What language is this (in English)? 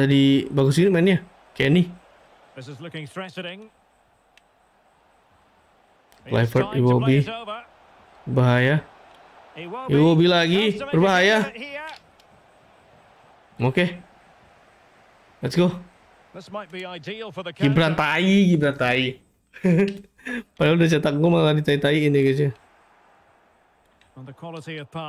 Indonesian